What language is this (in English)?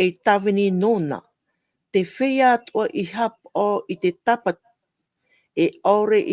Tahitian